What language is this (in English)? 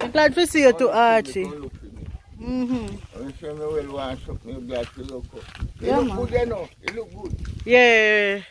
Jamaican Creole English